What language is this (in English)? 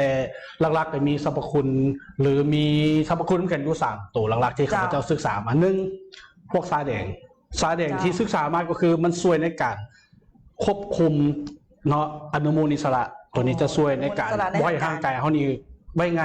Lao